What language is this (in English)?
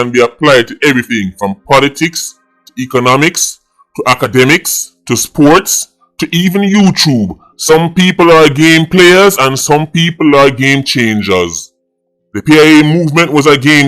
Jamaican Creole English